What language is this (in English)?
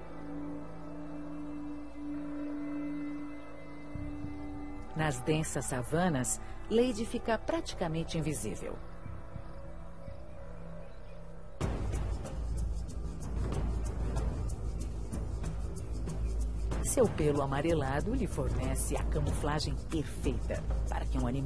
Portuguese